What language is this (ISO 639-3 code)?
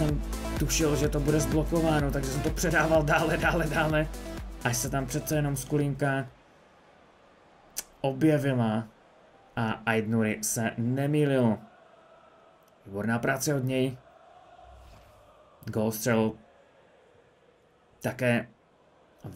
ces